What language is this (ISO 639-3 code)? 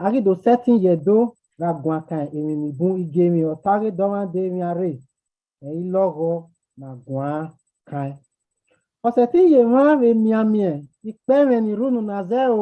bin